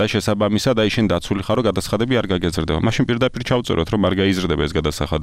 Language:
Georgian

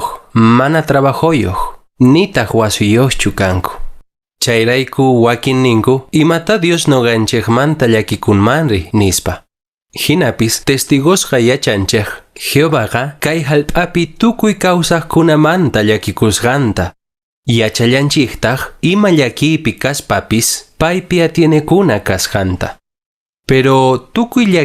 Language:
Quechua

